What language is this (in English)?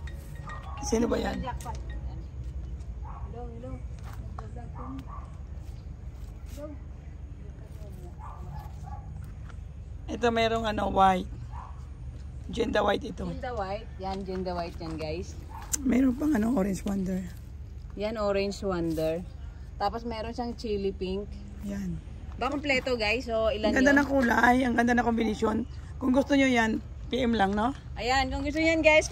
Filipino